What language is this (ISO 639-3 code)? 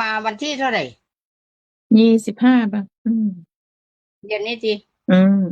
tts